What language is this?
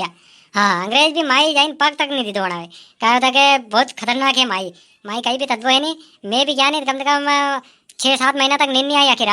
Rajasthani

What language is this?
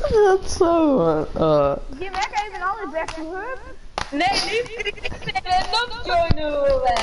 Western Frisian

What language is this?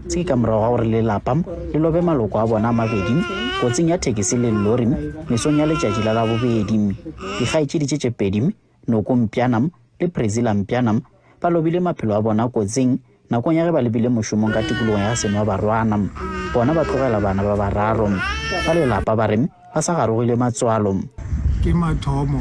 Northern Sotho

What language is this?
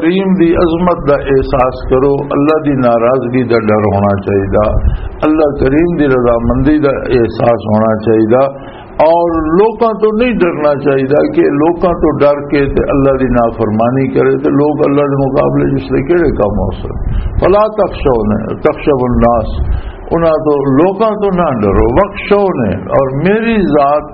Western Panjabi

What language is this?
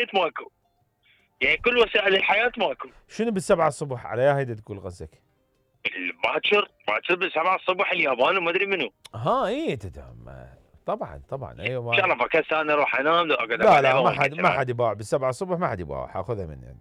Mesopotamian Arabic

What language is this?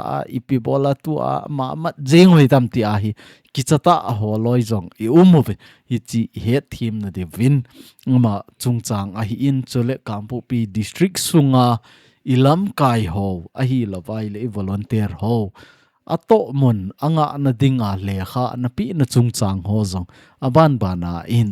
Thado Chin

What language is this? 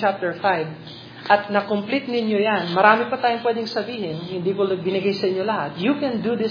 Filipino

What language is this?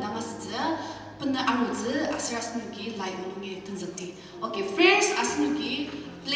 Ao Naga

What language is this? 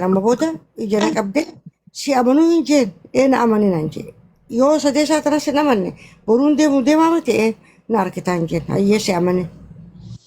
Oromo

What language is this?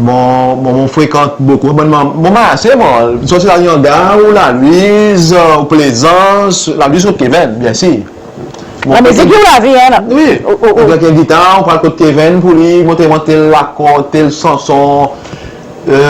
Seselwa Creole French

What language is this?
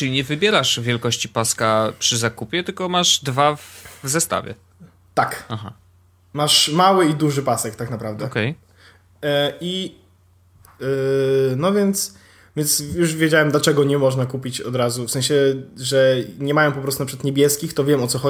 Polish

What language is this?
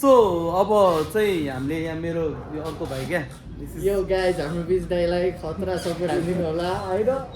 Nepali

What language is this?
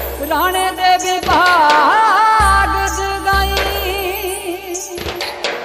Punjabi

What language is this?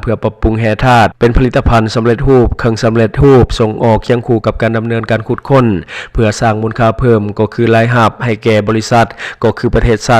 Lao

